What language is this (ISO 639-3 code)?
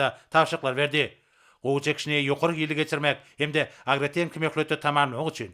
tuk